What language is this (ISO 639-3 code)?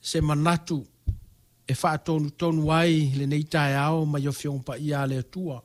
smo